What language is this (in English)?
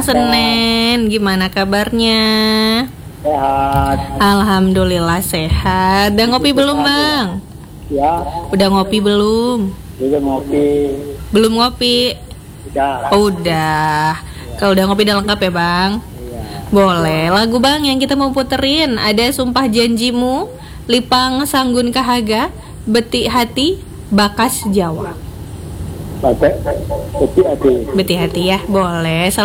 Indonesian